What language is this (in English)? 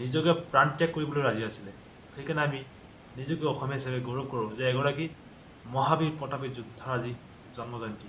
Assamese